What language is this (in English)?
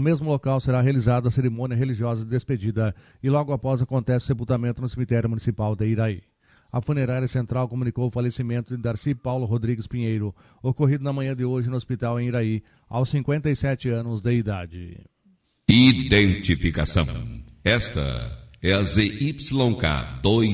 Portuguese